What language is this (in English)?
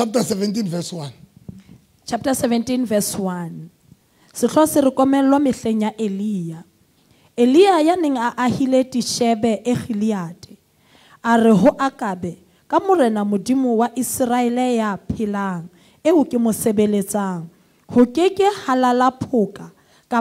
Southern Sotho